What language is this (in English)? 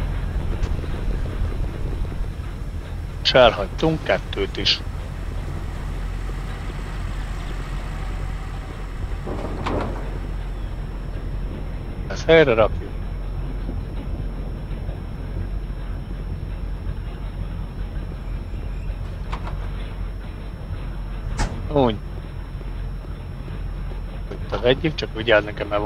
Hungarian